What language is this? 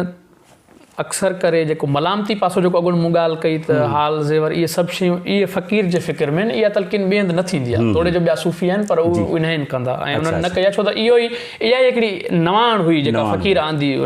Sindhi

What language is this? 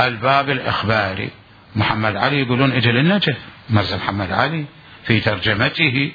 Mesopotamian Arabic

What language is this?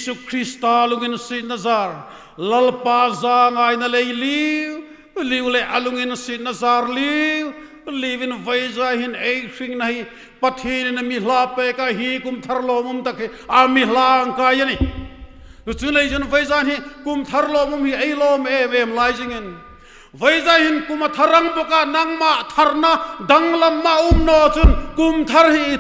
Hmar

